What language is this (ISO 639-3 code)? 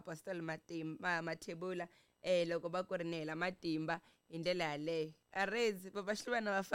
tso